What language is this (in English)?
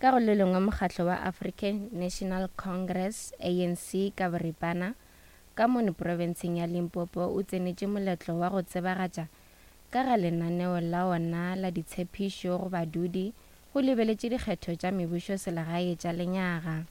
Northern Sotho